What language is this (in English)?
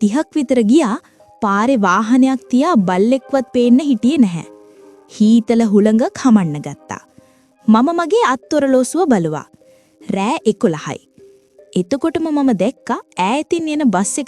Sinhala